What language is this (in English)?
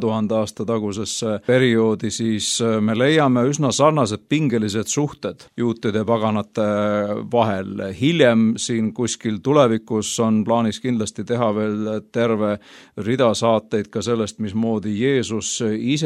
Estonian